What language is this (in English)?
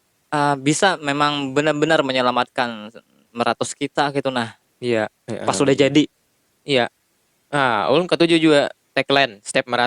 Banjar